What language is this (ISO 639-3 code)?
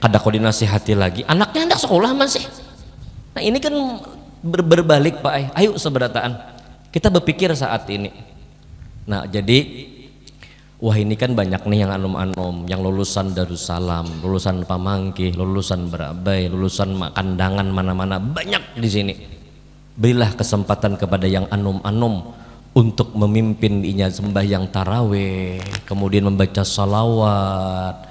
bjn